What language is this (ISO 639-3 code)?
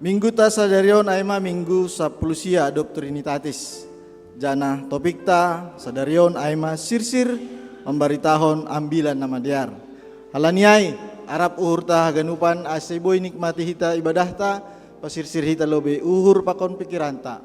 bts